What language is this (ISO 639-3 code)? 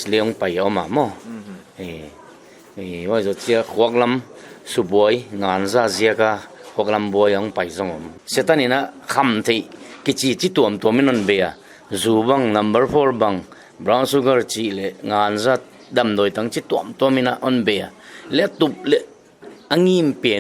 pck